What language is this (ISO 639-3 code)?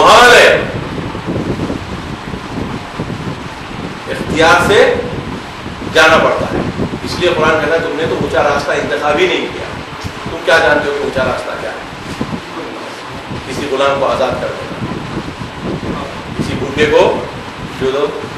urd